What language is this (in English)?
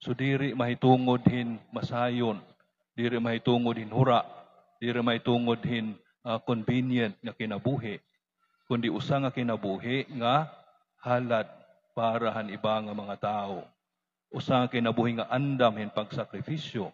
Waray